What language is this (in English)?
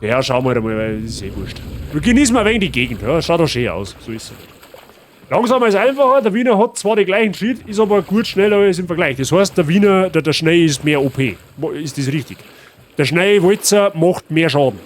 Bavarian